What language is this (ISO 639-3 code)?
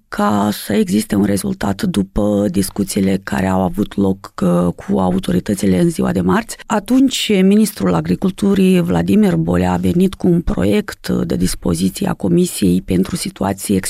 ron